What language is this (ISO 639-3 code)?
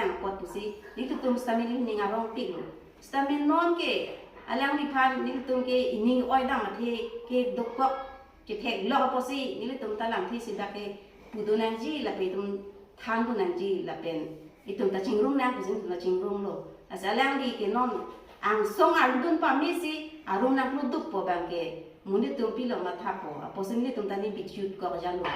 mjw